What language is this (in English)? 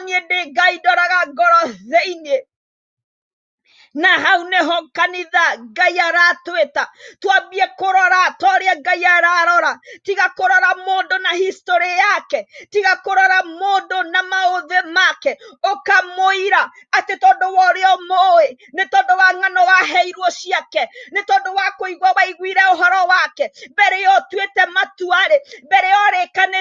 Kikuyu